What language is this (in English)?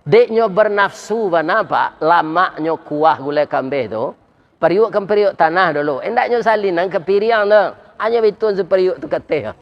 Minangkabau